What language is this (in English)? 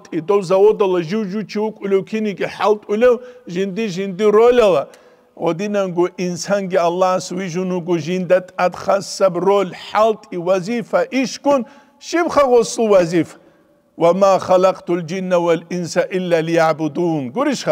Avaric